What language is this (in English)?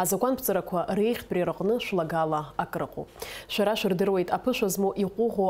Abkhazian